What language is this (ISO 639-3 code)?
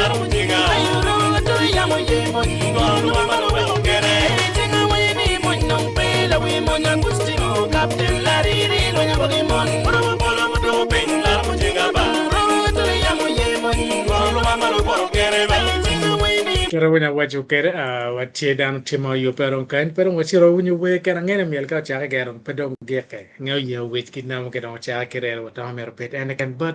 ach